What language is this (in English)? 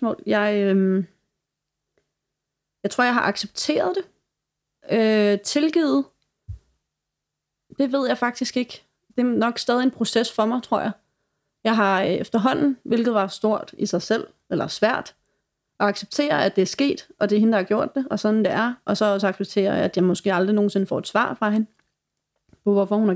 Danish